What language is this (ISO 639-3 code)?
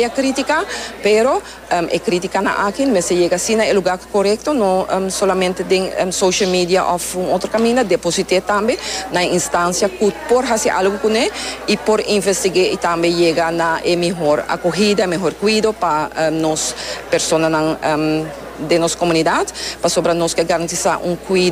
pap